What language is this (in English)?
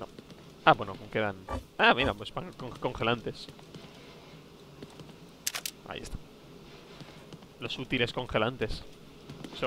Spanish